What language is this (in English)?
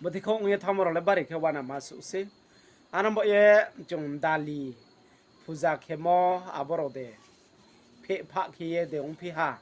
Riang (India)